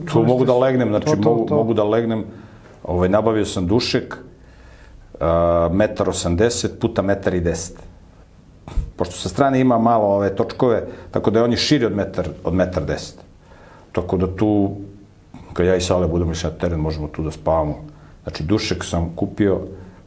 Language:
Serbian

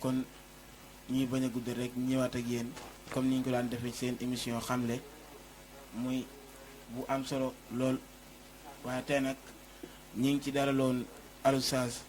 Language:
Wolof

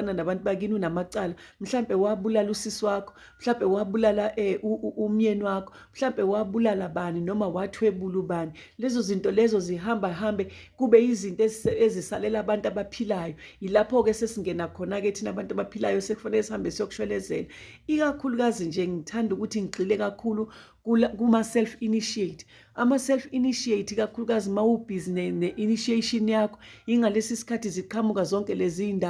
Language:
Zulu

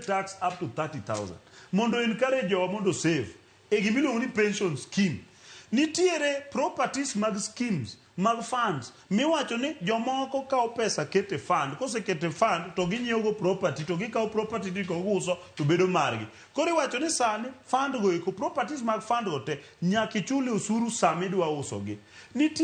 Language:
Luo (Kenya and Tanzania)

